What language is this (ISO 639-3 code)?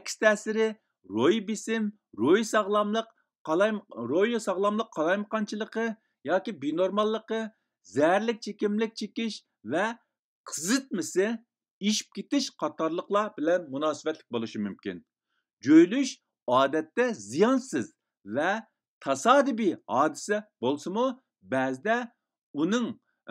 uig